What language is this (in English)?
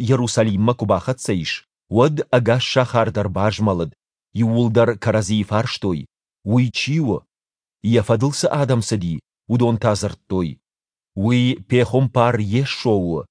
Ossetic